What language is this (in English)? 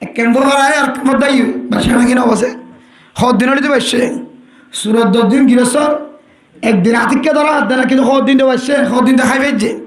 Rohingya